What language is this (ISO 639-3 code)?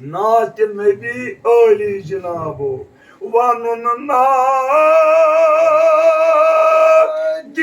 kas